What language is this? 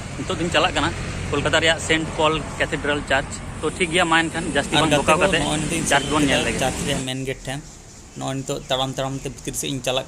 Santali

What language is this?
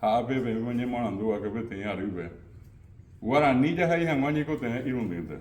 Guarani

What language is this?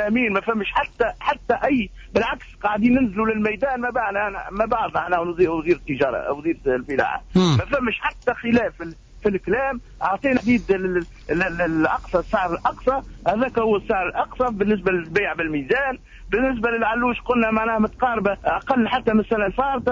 Tunisian Arabic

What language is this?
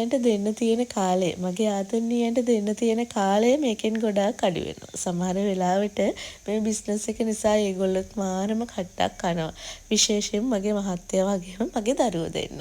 Sinhala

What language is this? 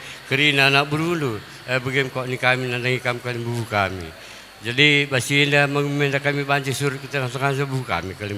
Batak Karo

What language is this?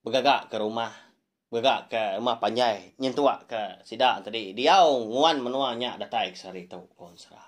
Iban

